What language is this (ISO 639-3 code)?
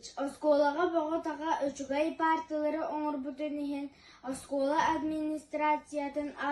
sah